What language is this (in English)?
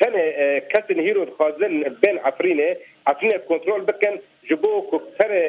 Kurdish